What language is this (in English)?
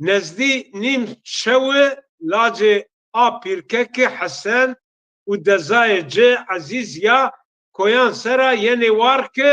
Zaza